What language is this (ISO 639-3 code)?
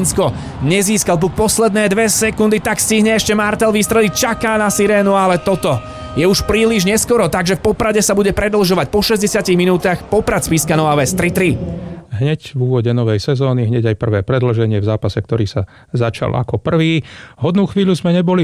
slk